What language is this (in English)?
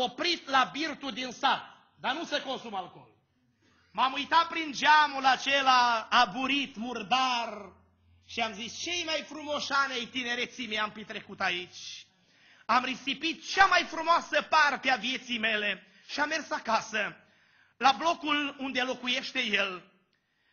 Romanian